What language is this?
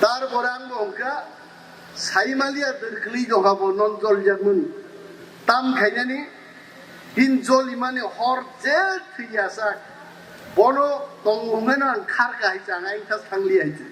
Kok Borok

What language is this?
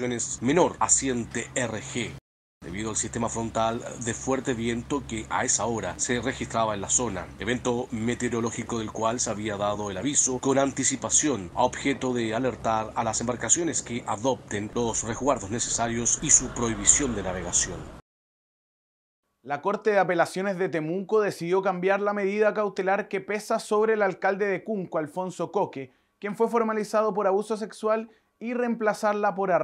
Spanish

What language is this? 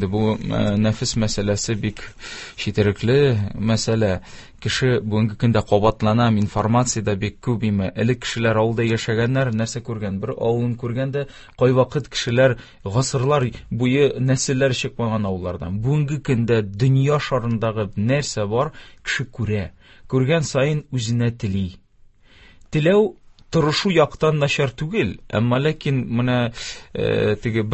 Tatar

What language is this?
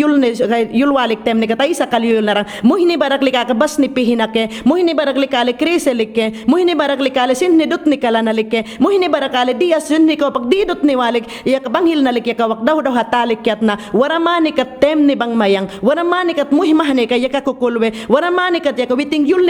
Mayangna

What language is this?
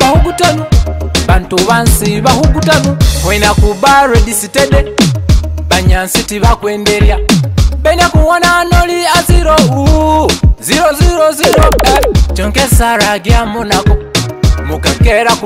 Nyoro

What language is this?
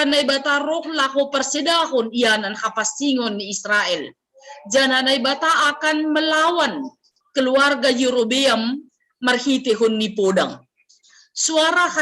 Batak Simalungun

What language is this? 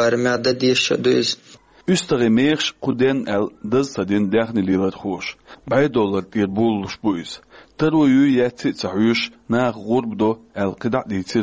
Chechen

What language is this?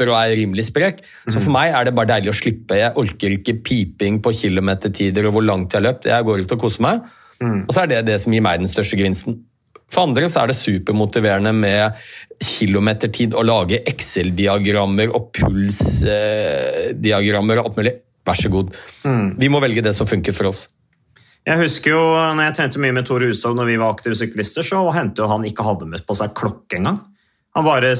Norwegian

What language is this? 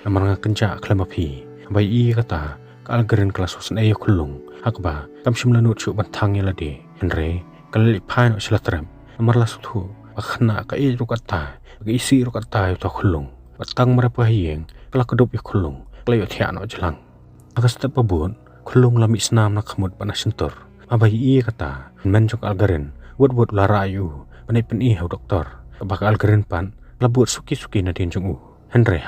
Khasi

